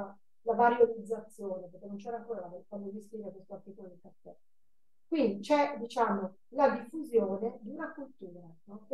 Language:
Italian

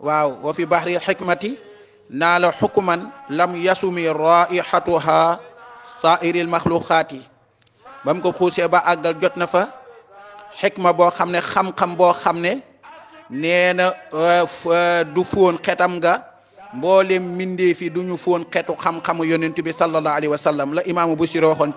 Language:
Wolof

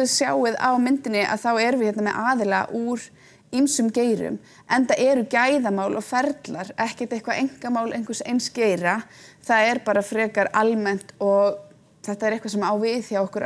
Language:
Icelandic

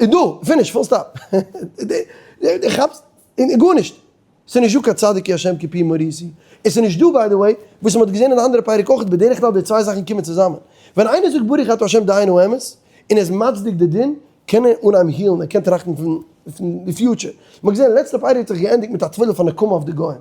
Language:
Yiddish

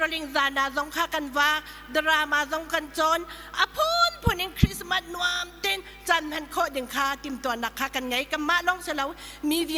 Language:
Hakha Chin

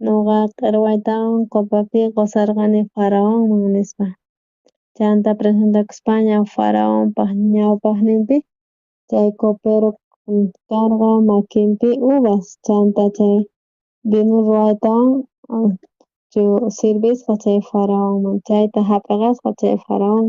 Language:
South Bolivian Quechua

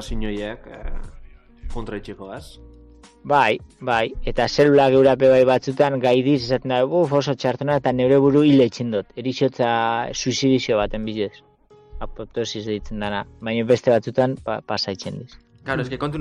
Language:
Basque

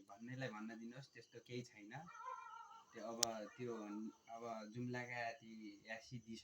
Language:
Nepali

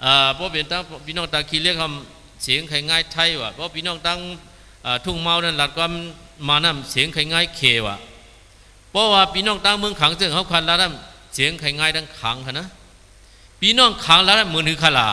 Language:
Shan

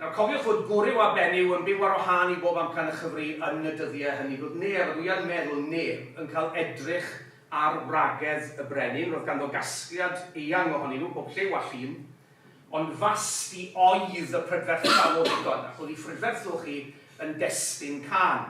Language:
Welsh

